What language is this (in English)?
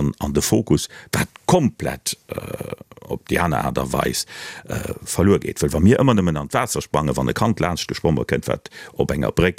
Luxembourgish